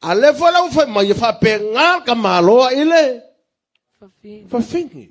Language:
Samoan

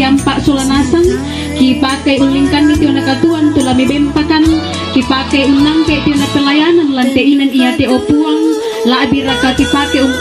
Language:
Toraja-Sa'dan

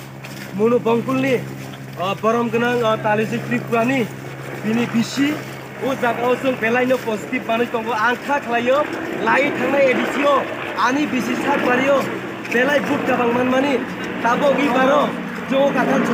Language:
Kok Borok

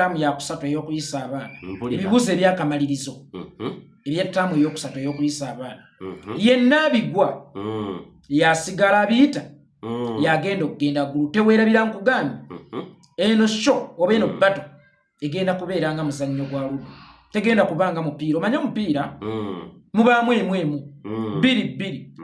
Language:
Ganda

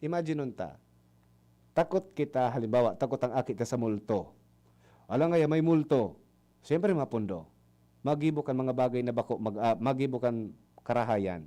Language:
Bikol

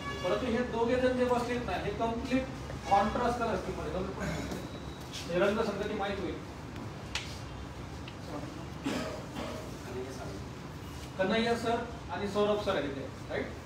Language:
Marathi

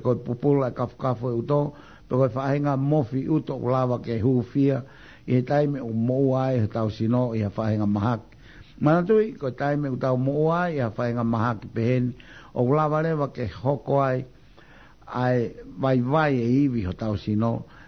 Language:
Tongan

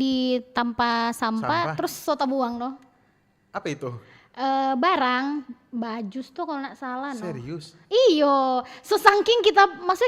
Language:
Manado Malay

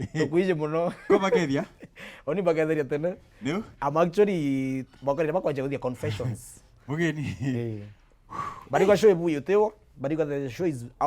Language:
Meru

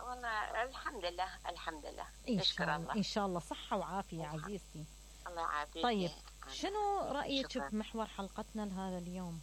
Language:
Mesopotamian Arabic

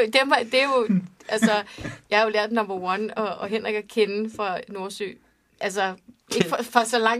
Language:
Danish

